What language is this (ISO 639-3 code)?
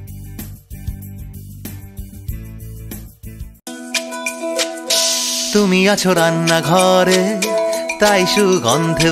ben